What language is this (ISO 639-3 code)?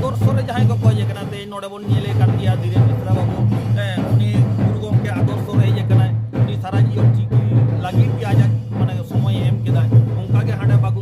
sat